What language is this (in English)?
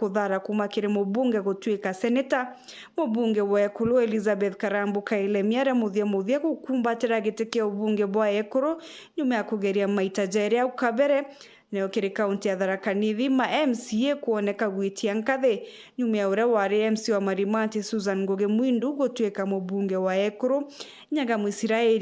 Meru